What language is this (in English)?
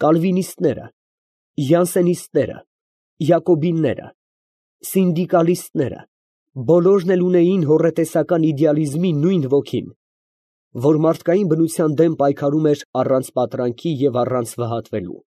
Armenian